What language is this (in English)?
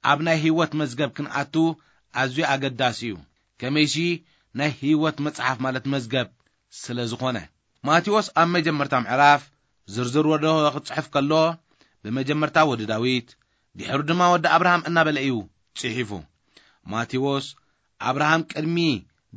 Tigrinya